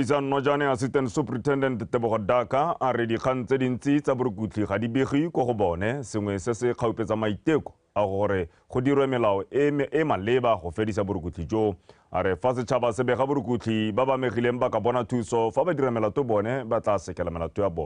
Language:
Tswana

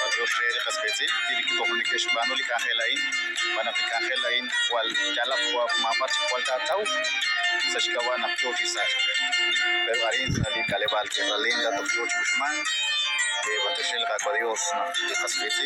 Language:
Kekchí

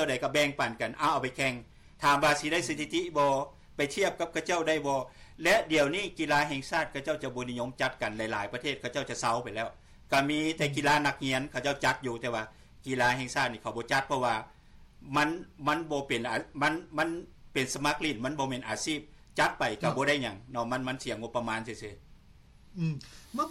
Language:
Lao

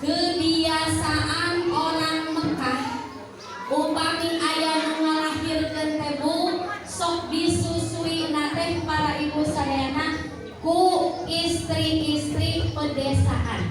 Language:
Sundanese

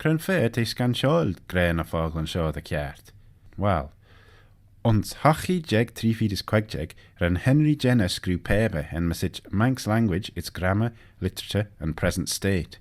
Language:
Manx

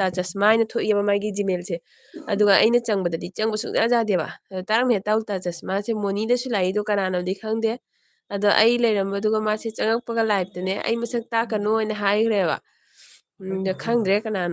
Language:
Manipuri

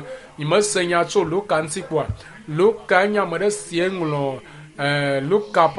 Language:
Ewe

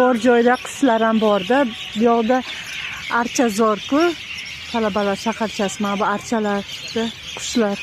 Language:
Uzbek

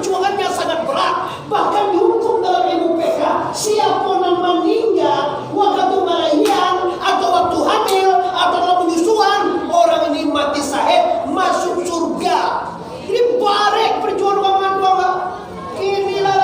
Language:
Minangkabau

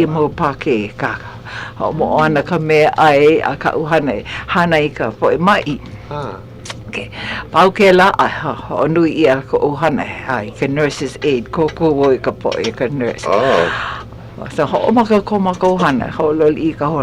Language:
Hawaiian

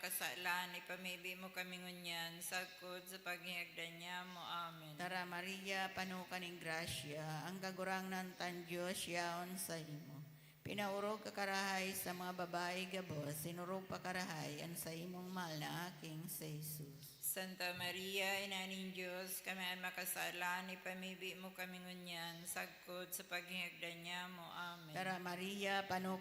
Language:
Bikol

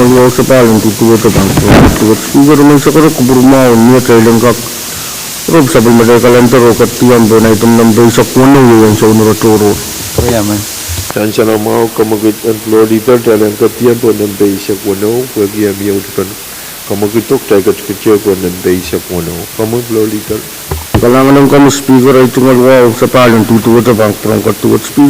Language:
Pohnpeian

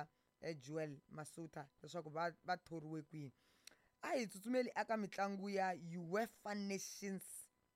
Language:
Tsonga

